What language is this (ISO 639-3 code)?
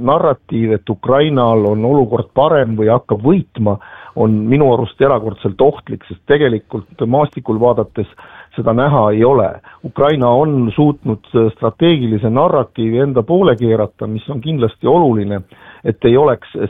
est